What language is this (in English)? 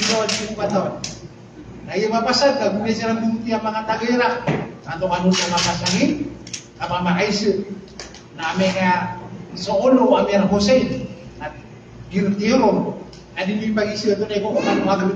Maranao